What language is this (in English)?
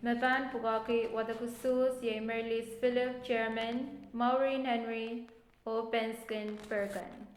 Pohnpeian